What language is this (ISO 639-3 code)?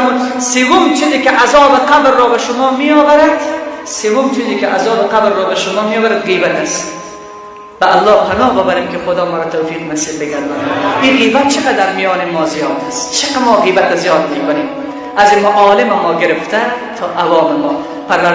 fas